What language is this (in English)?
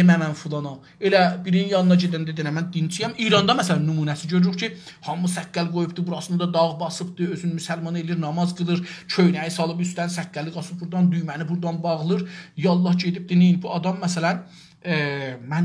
South Azerbaijani